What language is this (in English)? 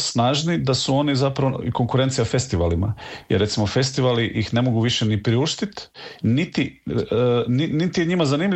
Croatian